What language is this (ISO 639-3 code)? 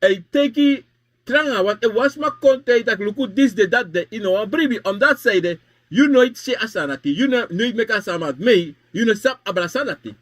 srn